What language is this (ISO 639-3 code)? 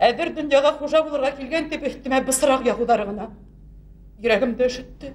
bak